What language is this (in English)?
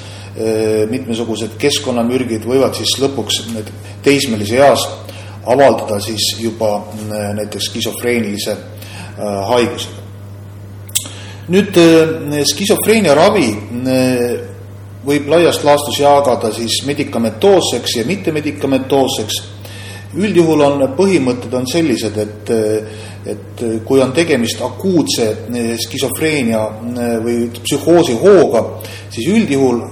Estonian